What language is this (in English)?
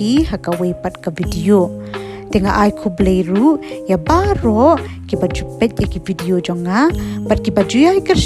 Khasi